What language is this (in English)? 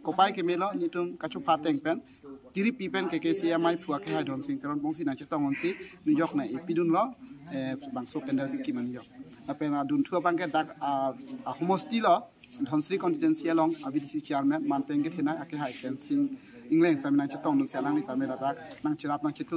Karbi